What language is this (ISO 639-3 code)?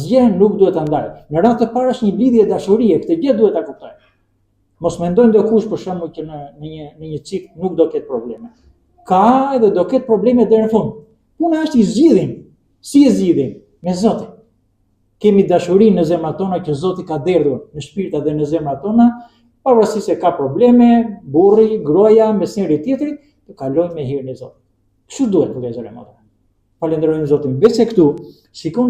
sqi